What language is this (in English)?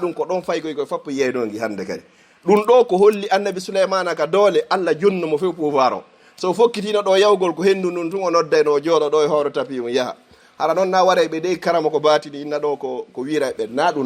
Fula